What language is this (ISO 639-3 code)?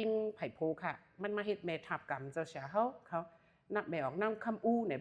shn